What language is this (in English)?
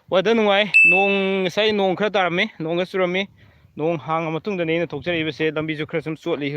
Manipuri